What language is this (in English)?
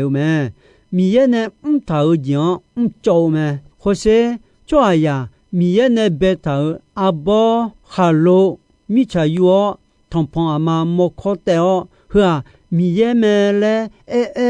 Akha